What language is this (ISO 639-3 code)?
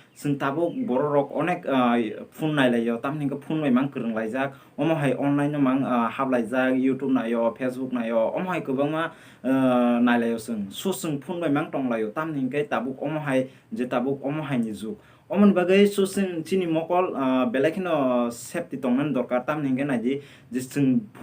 trp